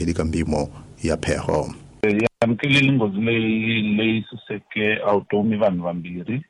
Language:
Tsonga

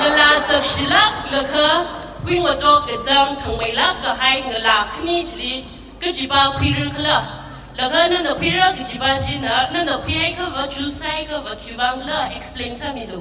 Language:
Tangkhul Naga (India)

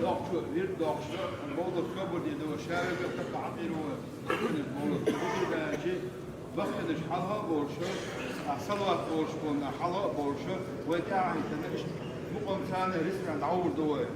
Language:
Chechen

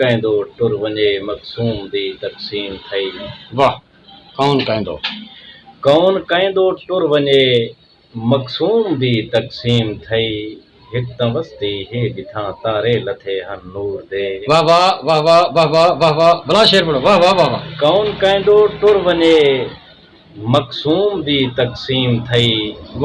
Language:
Saraiki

